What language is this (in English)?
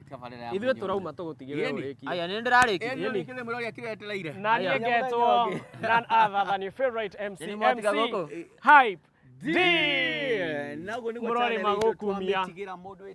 Kikuyu